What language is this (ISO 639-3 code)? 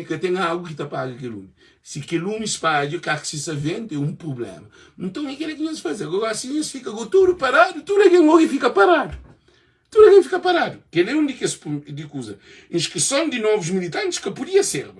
kea